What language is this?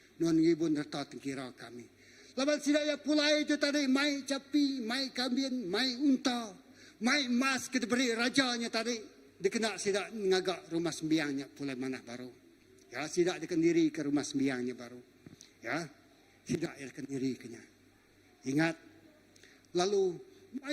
Iban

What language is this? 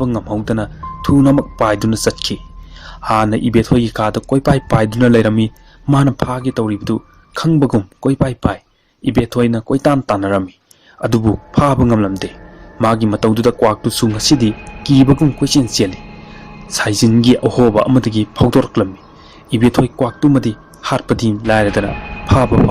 Manipuri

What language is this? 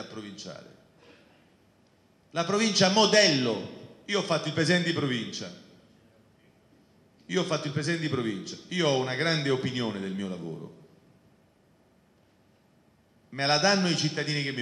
Italian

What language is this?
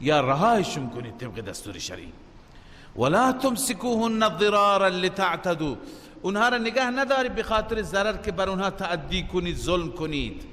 Persian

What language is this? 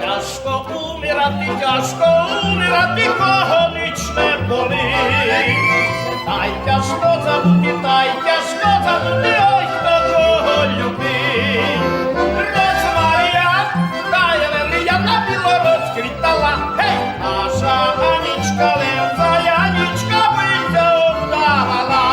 Rusyn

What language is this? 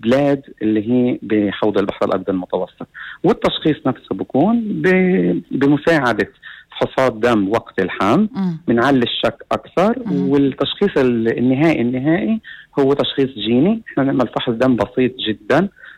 North Levantine Arabic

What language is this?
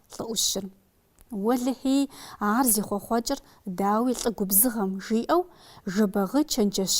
Kabardian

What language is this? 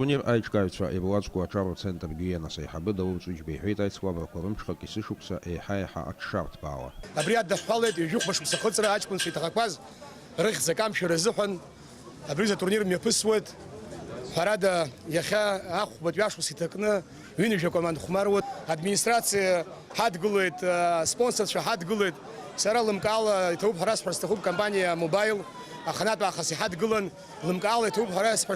Abkhazian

